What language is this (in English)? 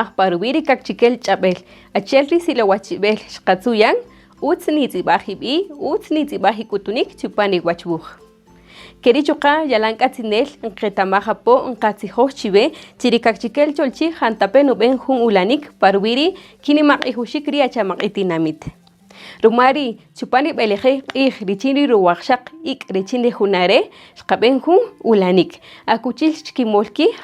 Kaqchikel